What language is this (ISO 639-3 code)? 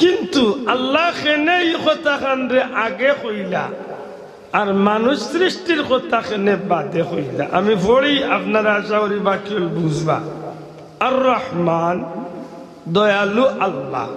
syl